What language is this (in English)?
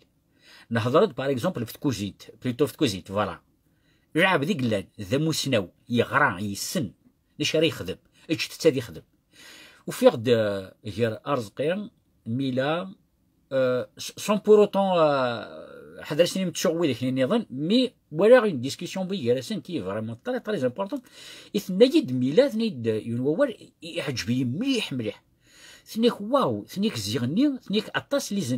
Kabyle